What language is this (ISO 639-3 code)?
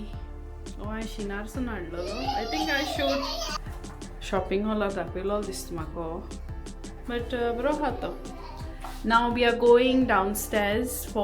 kok